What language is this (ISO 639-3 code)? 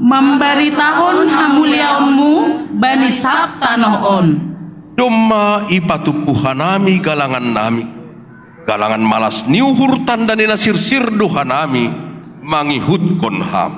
bts